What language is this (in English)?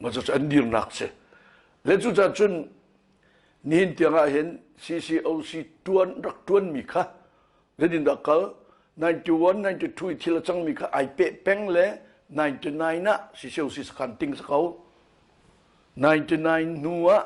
Hakha Chin